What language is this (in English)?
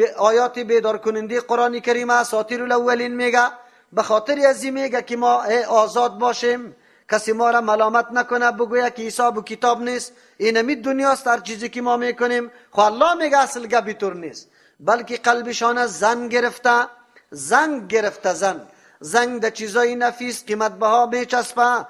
Persian